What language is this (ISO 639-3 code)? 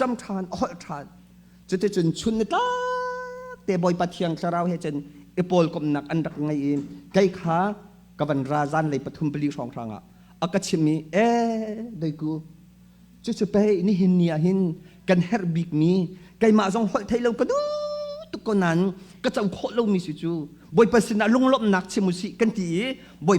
cnh